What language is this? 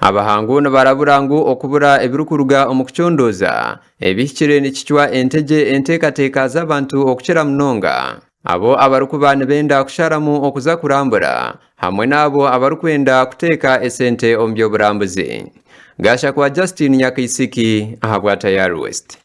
Nyankole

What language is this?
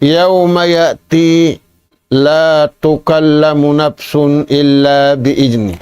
Tausug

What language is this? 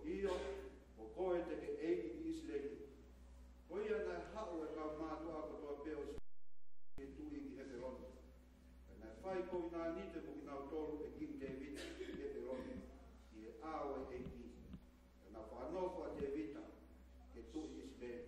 Tongan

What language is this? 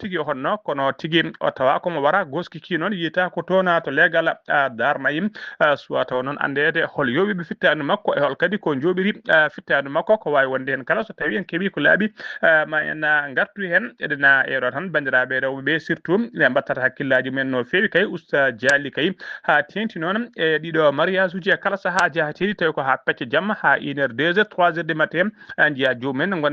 Fula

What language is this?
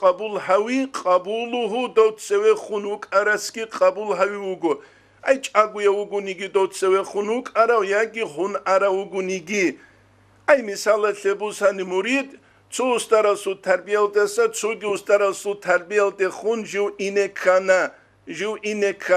Avaric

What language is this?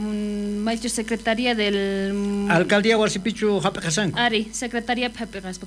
South Bolivian Quechua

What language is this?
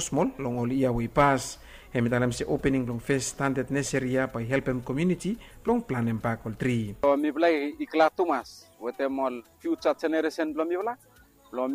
Bislama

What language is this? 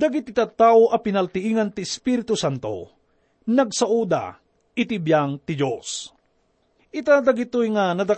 Iloko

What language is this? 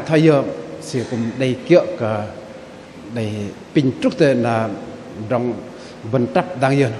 Bahnar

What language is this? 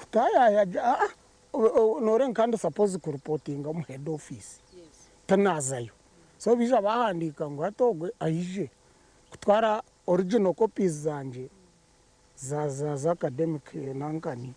Nyankole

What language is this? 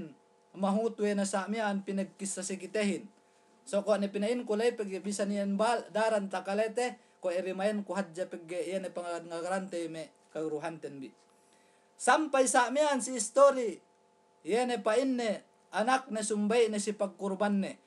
Yakan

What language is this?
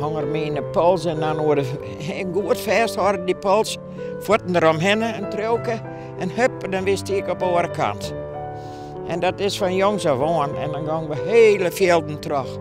Western Frisian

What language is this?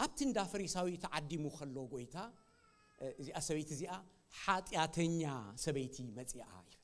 Tigrinya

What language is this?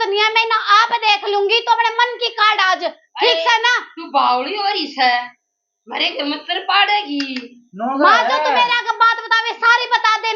Haryanvi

